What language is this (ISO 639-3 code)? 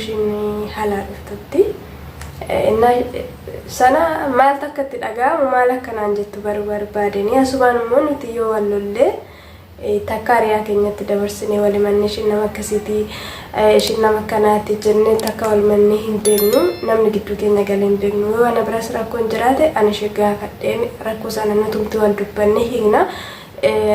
orm